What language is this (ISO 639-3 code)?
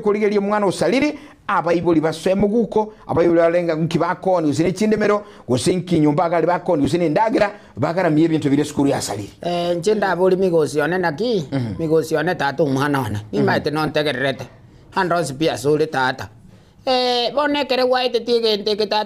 guz